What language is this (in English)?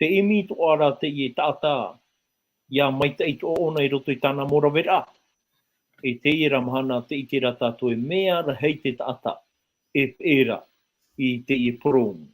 Tahitian